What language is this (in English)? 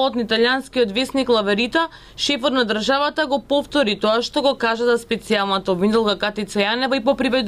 Macedonian